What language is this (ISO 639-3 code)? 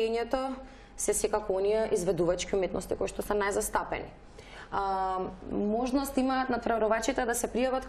mkd